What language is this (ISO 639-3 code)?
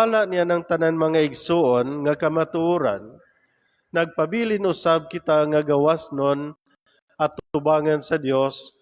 ceb